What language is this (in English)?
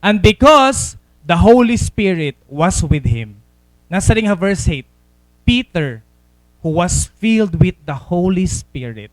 Waray